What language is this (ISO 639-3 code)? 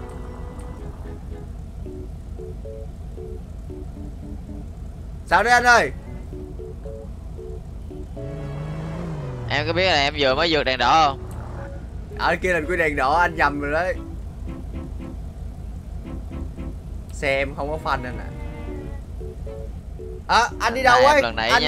vie